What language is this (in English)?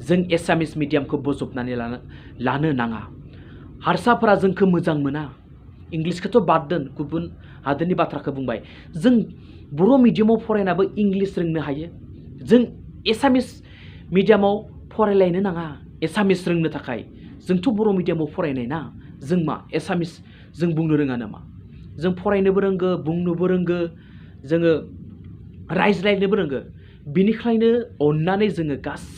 Bodo